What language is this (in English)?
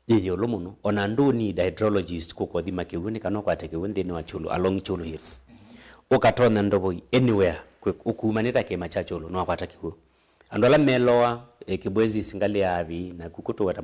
Kamba